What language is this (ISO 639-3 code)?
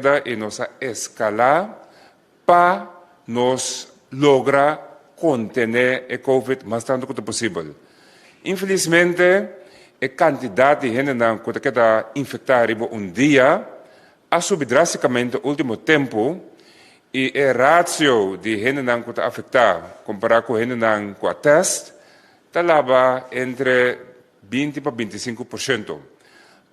pap